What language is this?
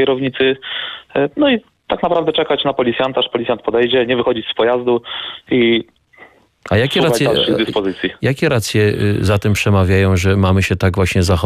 Polish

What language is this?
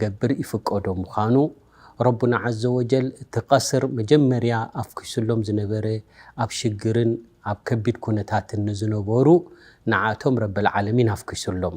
Tigrinya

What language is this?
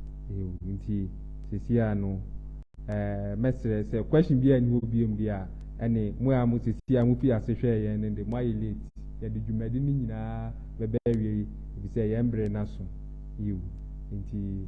Akan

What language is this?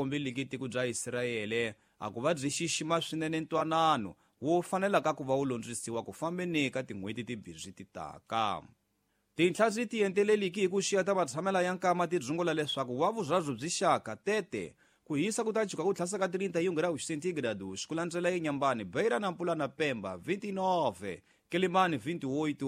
Tsonga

